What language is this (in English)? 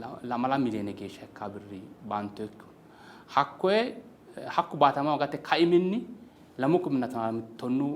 Sidamo